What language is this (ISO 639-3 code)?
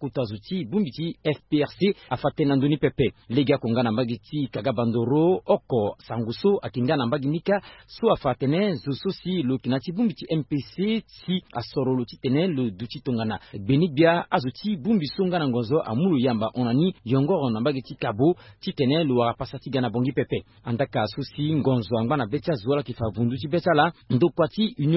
sag